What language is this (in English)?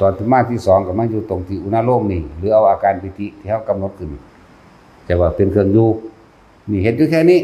Northeastern Thai